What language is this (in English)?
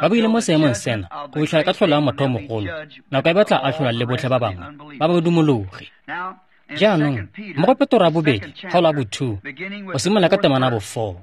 Tswana